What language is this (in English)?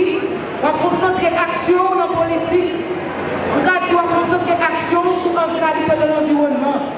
Haitian Creole